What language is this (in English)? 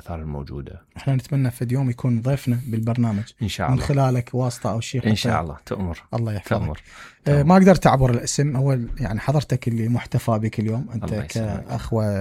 Mesopotamian Arabic